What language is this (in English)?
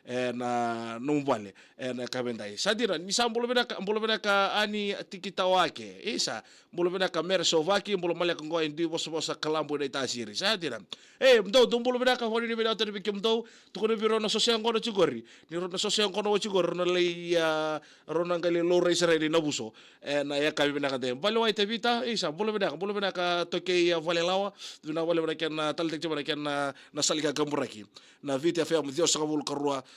Fijian